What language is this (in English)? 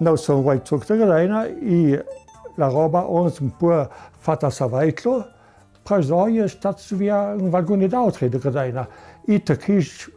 Ladin